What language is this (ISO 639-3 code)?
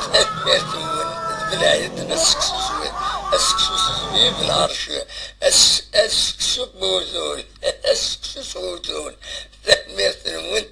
kab